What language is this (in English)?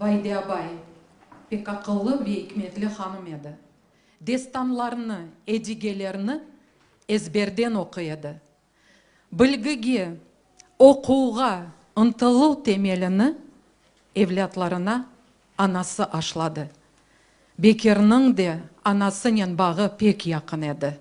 Crimean Tatar